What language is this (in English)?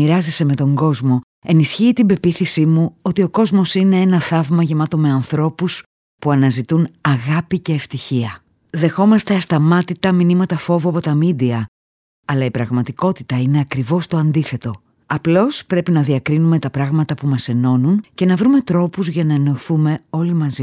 Greek